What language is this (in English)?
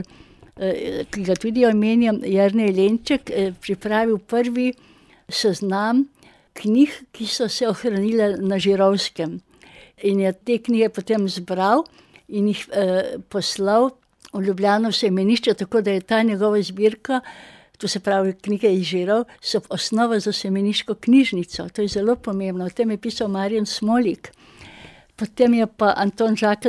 Slovenian